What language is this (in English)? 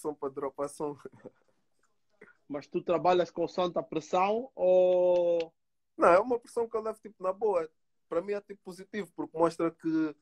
Portuguese